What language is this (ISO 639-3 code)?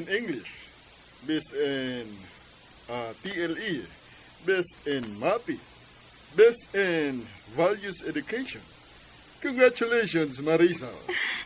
ceb